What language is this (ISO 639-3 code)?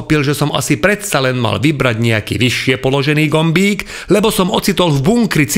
slk